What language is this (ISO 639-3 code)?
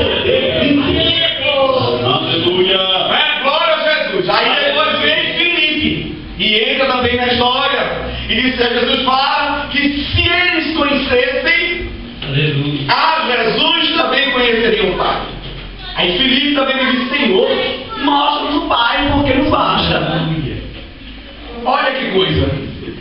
por